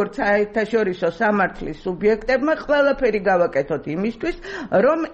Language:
Georgian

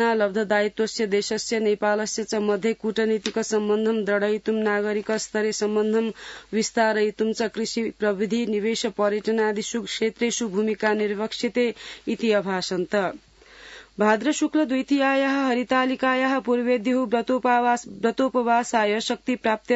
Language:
Sanskrit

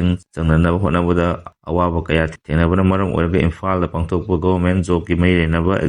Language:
Manipuri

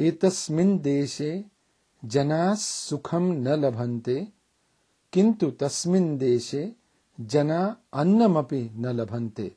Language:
Sanskrit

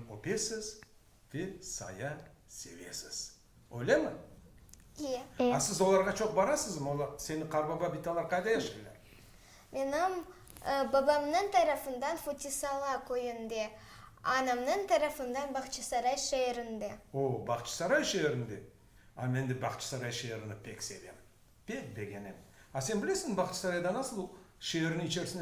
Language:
Crimean Tatar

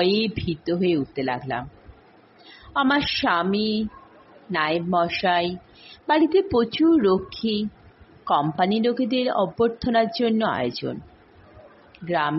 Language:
Bangla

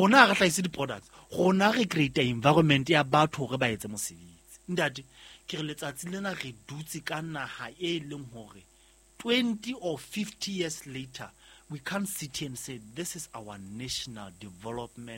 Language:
Southern Sotho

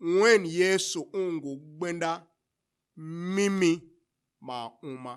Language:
Tiv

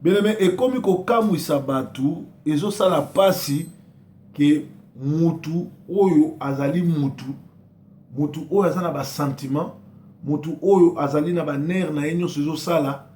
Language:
Lingala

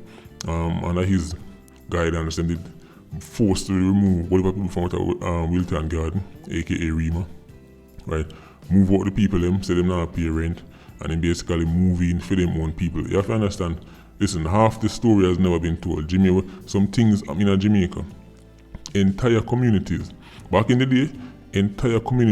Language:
Jamaican Creole English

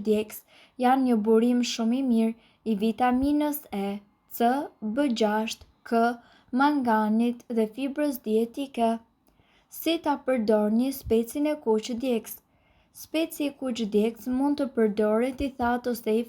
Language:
Albanian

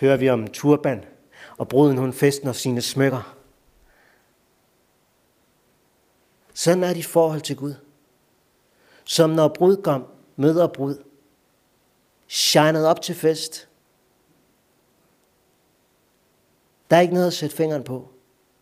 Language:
Danish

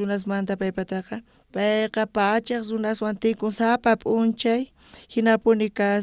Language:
South Bolivian Quechua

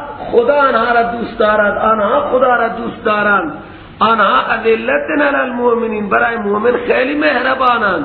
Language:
Persian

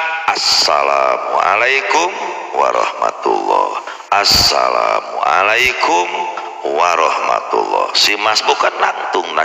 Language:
Sundanese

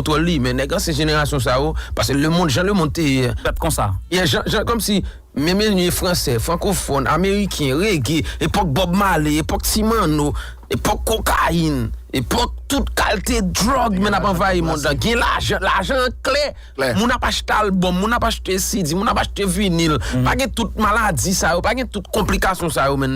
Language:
Haitian Creole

